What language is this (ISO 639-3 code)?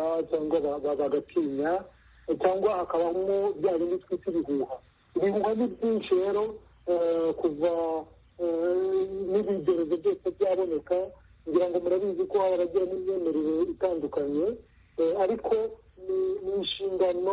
kin